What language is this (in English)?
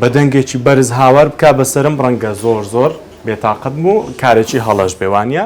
Central Kurdish